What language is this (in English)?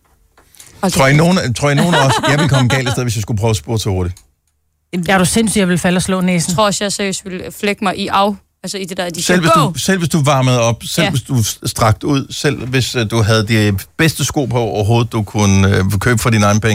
Danish